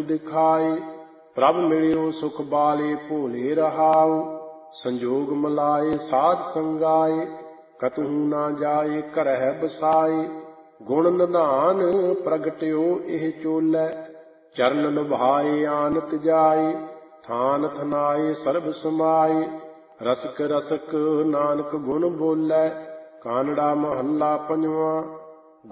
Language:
Punjabi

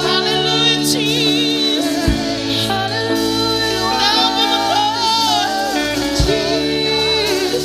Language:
Tongan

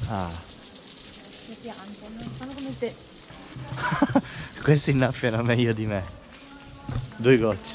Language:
Italian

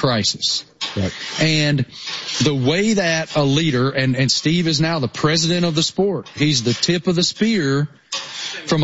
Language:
English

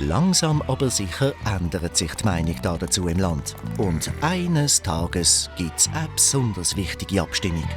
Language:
Swiss German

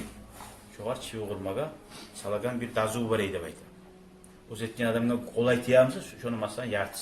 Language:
Kumyk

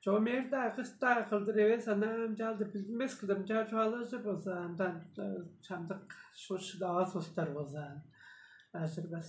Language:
Tuvinian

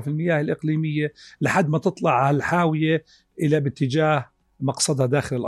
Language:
North Levantine Arabic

